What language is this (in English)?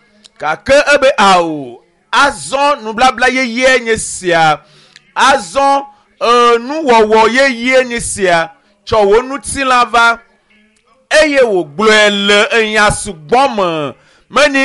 Ewe